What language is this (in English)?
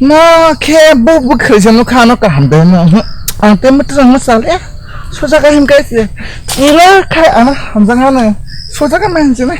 Kok Borok